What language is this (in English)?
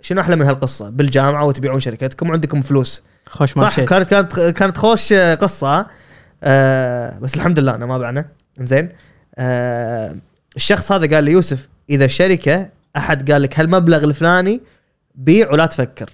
Gulf Arabic